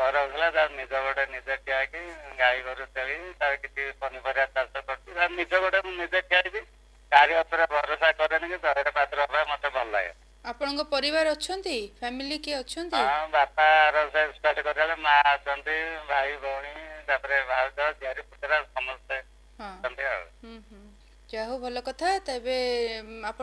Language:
Odia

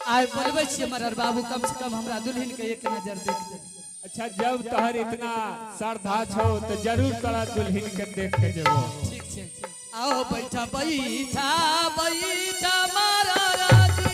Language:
Angika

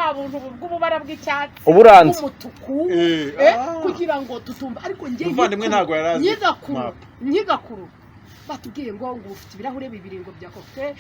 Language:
Kinyarwanda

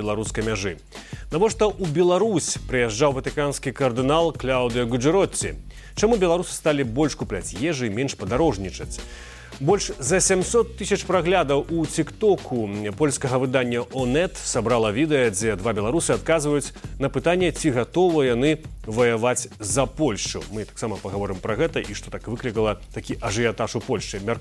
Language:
Belarusian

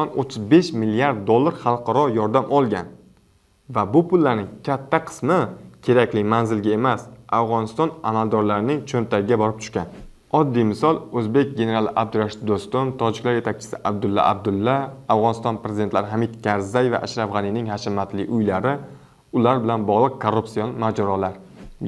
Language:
Uzbek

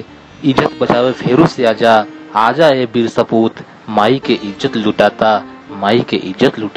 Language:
Bhojpuri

